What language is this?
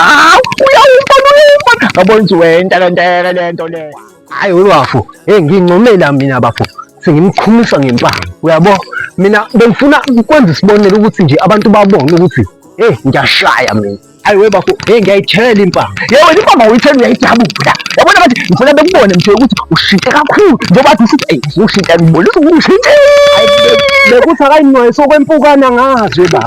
Zulu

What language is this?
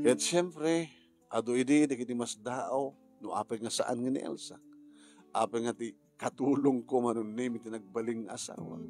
Iloko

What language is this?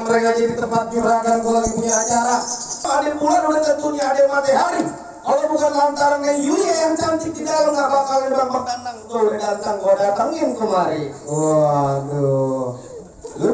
Betawi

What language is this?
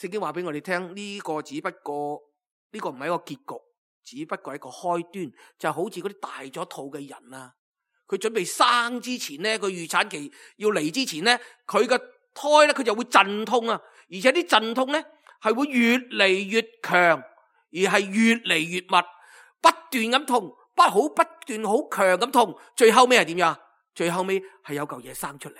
Cantonese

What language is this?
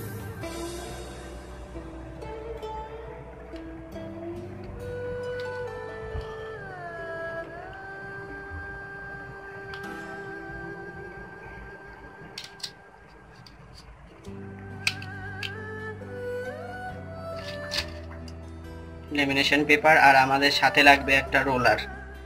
Bangla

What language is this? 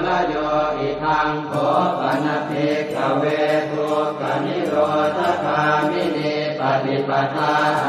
Pali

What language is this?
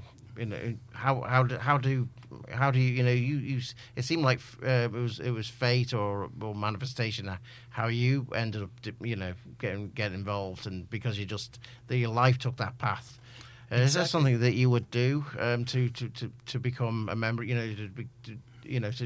English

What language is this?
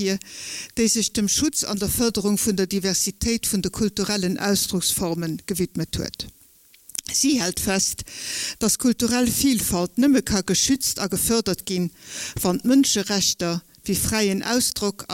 Luxembourgish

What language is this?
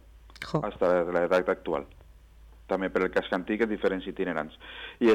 Catalan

